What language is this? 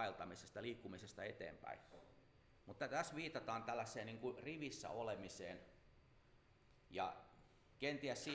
Finnish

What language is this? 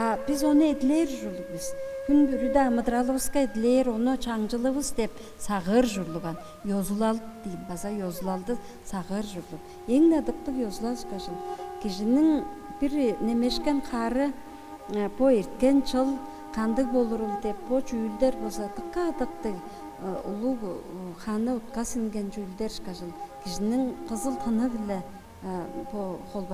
Tuvinian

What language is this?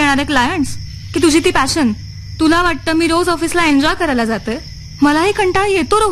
Marathi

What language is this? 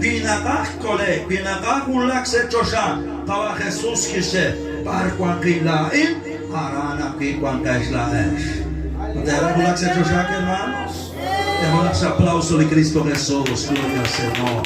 Kekchí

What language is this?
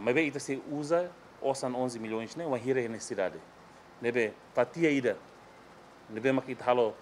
Tetum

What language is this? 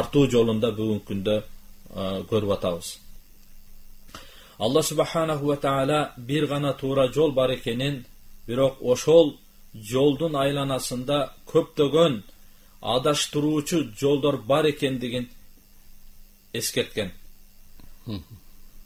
Kyrgyz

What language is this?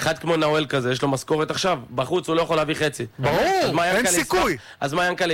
Hebrew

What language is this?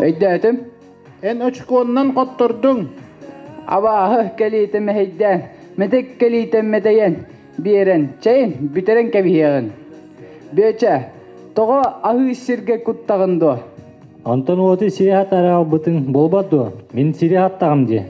Yakut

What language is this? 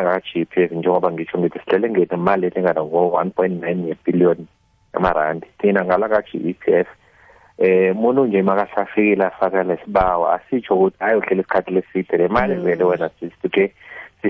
South Ndebele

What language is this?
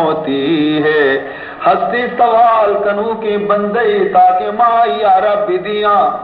Baluchi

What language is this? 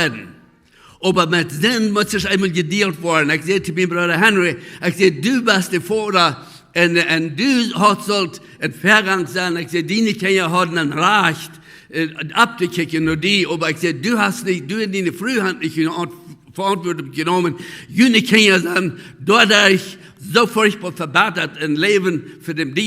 Plautdietsch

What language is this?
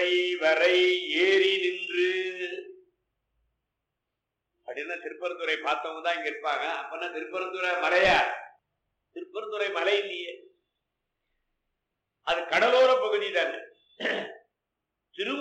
Tamil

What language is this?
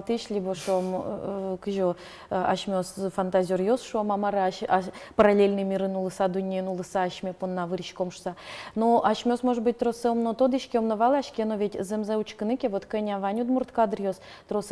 Udmurt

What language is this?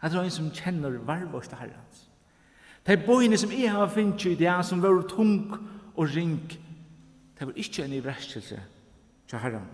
Faroese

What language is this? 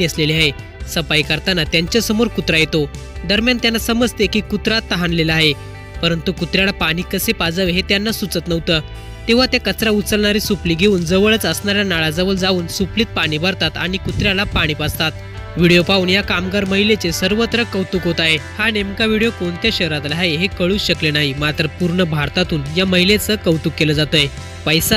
Marathi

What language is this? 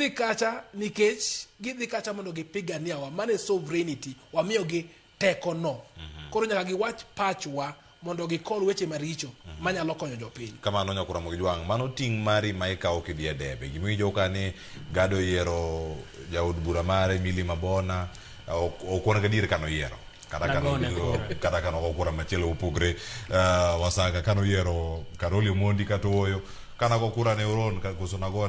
Luo (Kenya and Tanzania)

